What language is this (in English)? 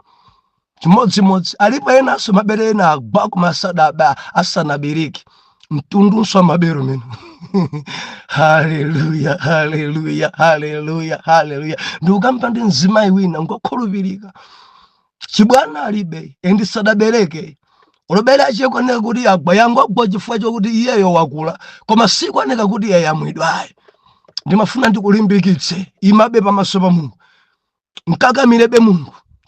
Nyanja